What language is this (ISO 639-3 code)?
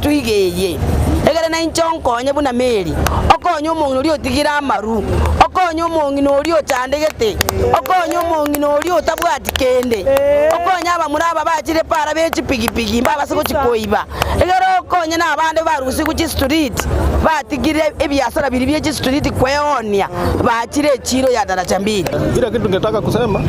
guz